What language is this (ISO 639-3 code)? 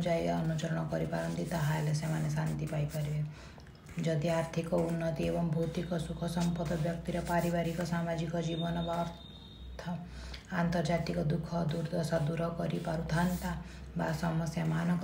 ori